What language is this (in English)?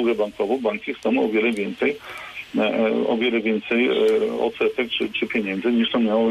Polish